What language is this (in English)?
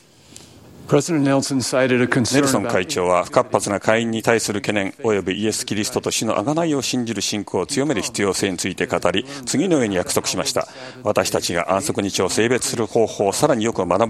Japanese